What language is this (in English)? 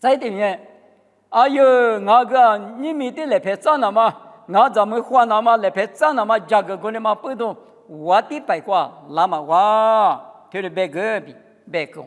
Lisu